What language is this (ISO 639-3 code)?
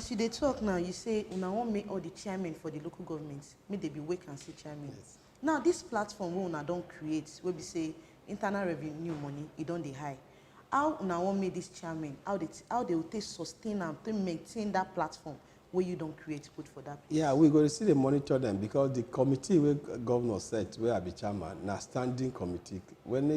pcm